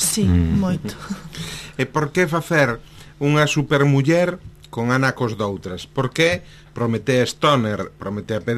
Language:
Galician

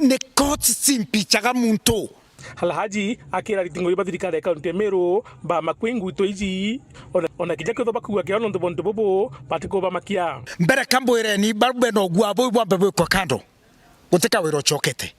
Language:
Meru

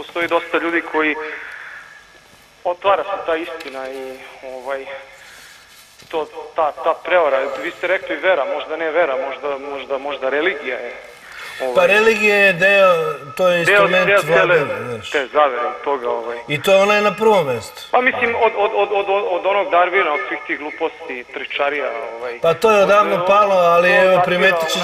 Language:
Serbian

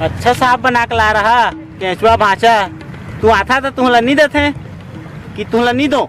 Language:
Chhattisgarhi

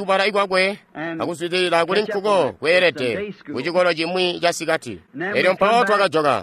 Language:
Tonga (Zambia)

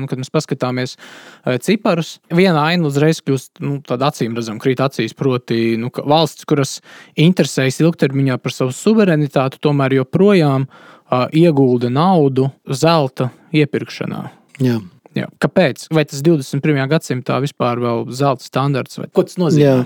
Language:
Latvian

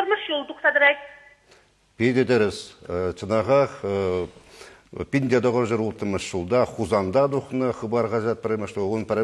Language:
Chuvash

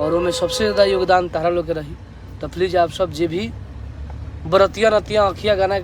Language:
Bhojpuri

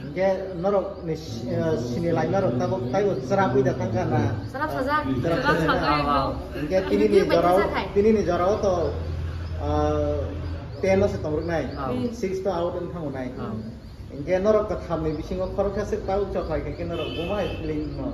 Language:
Kok Borok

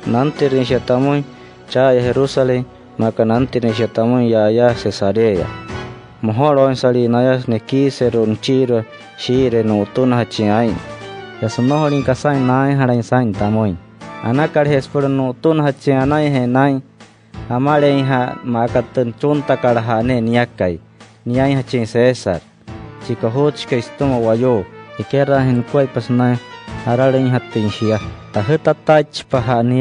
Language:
Wayuu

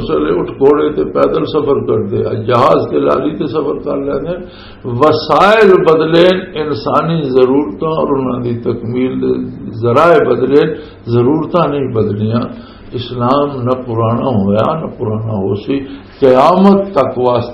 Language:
Western Panjabi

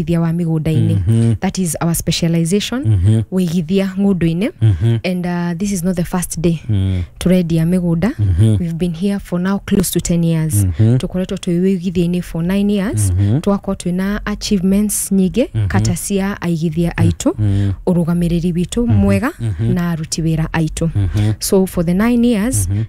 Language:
Kikuyu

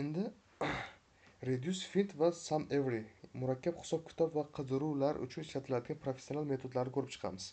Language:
Uzbek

